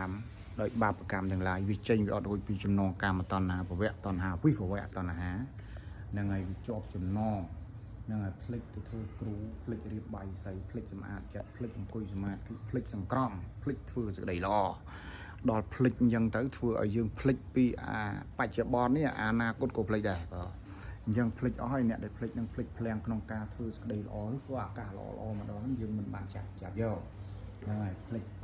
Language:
Khmer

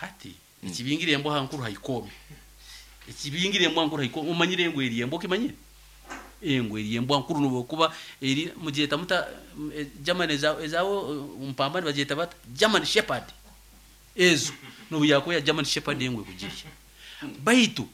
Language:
Nyoro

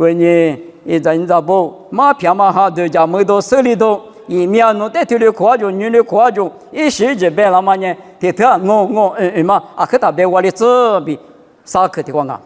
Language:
Lisu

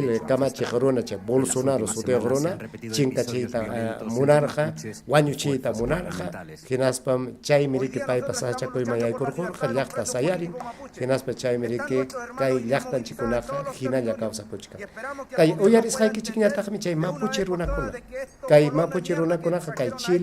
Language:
Ayacucho Quechua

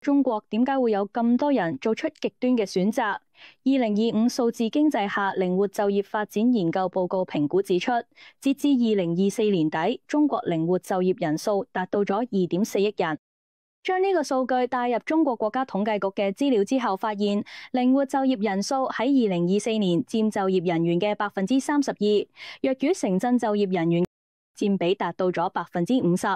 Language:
Cantonese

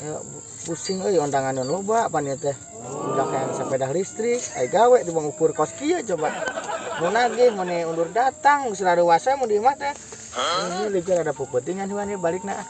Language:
Sundanese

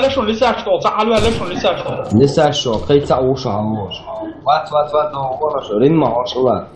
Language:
Chechen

